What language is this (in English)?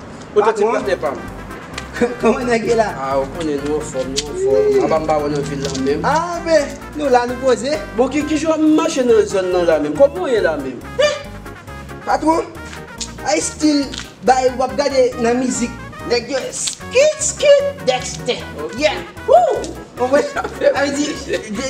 Haitian Creole